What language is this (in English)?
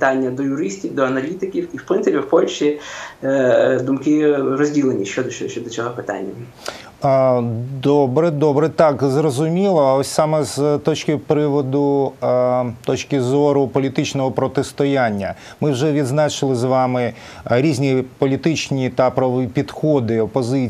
Ukrainian